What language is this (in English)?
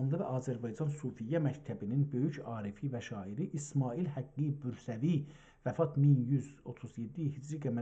South Azerbaijani